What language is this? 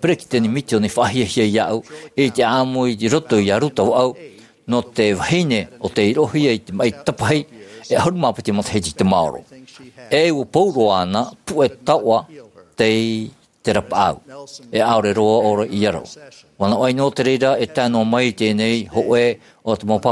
Tahitian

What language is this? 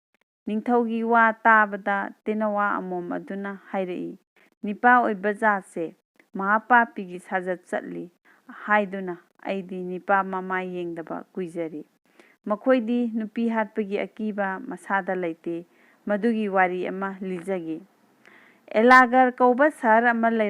Manipuri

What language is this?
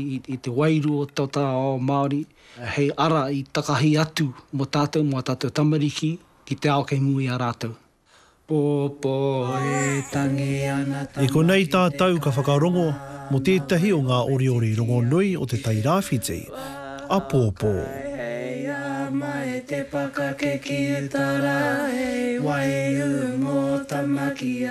Māori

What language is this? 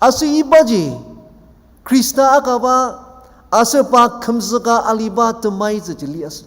Ao Naga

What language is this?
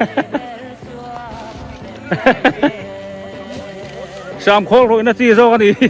Biete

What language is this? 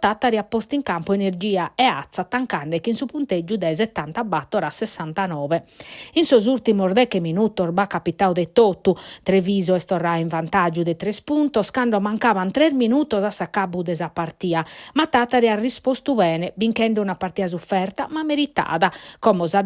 Sardinian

